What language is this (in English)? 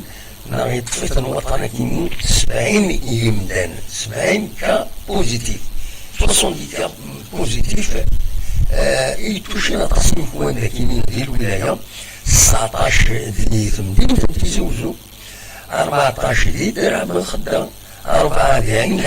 Kabyle